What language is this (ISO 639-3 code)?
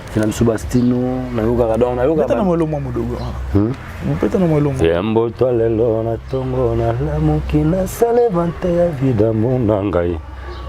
lin